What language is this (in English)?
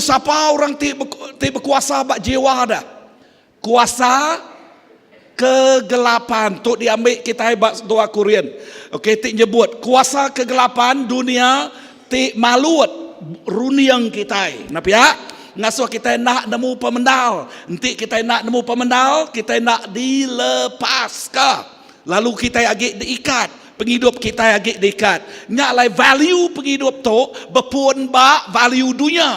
Iban